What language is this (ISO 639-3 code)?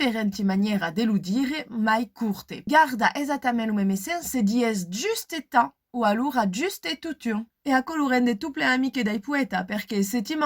oci